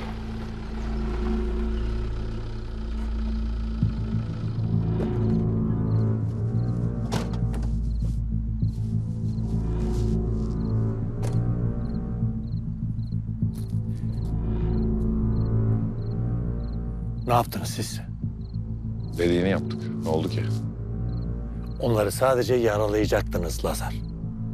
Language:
Turkish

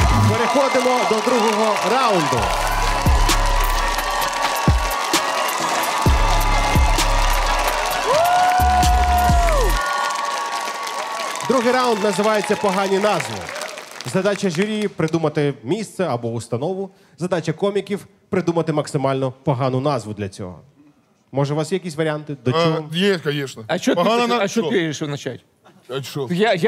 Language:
Ukrainian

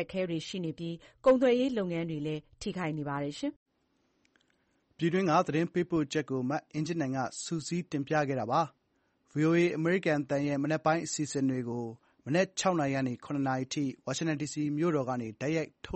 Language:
Burmese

